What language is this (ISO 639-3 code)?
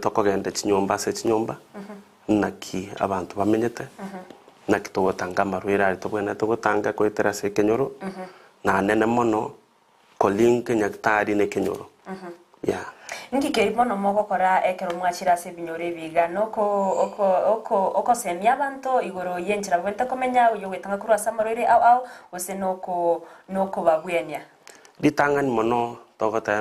guz